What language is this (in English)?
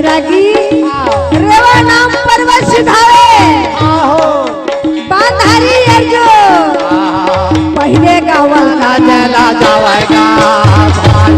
Chhattisgarhi